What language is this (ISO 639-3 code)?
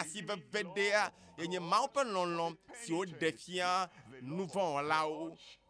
ewe